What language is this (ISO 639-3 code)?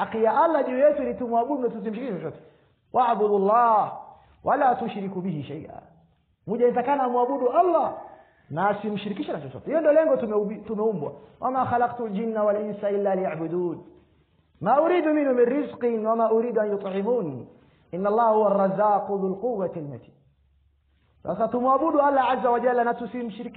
swa